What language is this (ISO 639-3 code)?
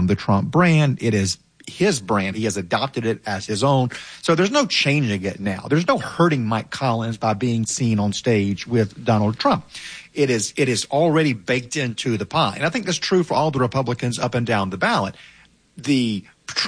eng